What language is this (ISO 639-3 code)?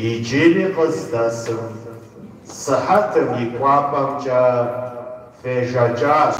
kbd